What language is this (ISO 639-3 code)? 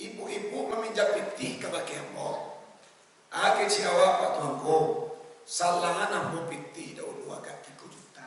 min